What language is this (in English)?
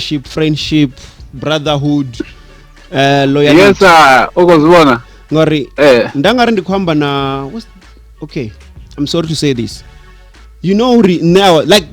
Venda